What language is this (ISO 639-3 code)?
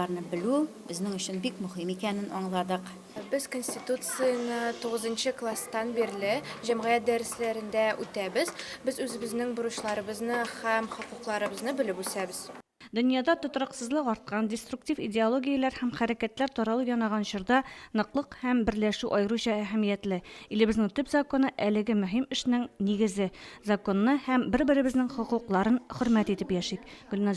tat